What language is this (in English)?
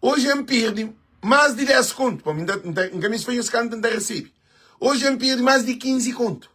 Kabuverdianu